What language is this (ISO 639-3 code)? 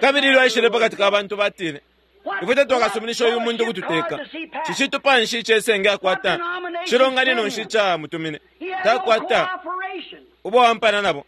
bem